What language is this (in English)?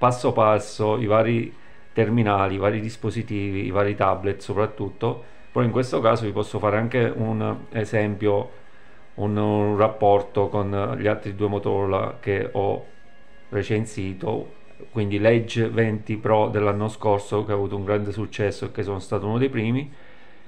Italian